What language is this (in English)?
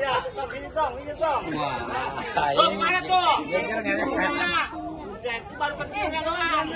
Betawi